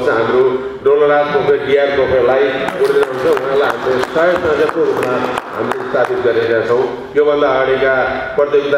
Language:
Nepali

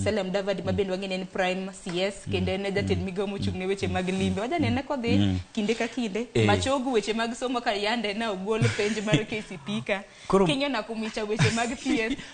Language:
Luo (Kenya and Tanzania)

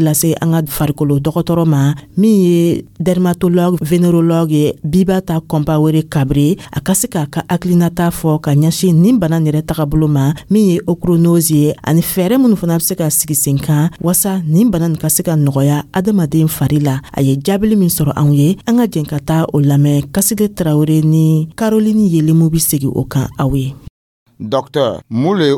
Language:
Dyula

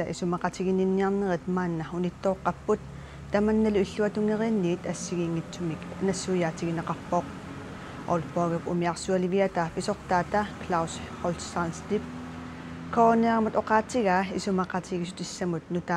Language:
Kalaallisut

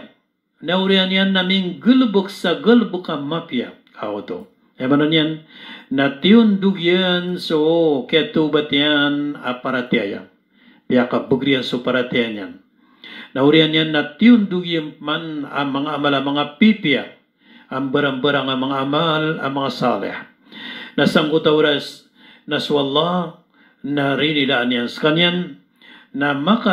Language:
Maranao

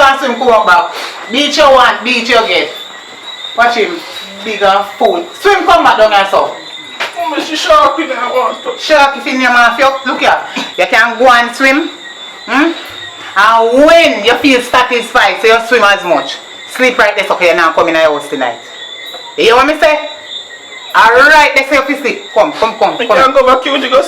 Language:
Jamaican Creole English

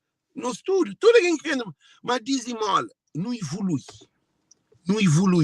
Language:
Kabuverdianu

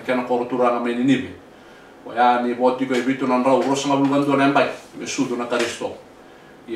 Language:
Fijian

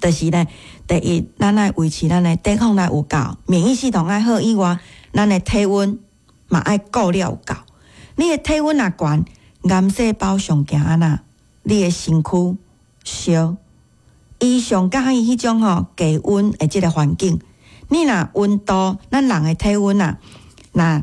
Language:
Min Nan Chinese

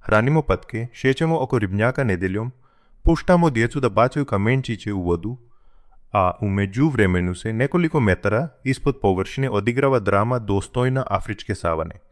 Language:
Croatian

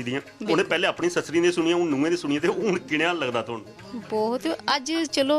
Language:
Dogri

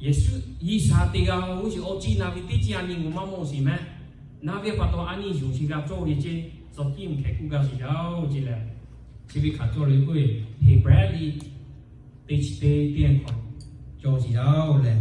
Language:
Lahu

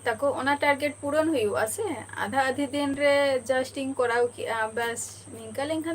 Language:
Santali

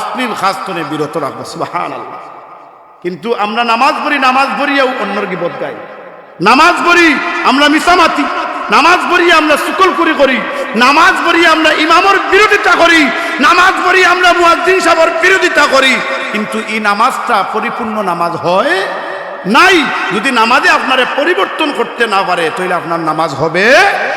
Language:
Sylheti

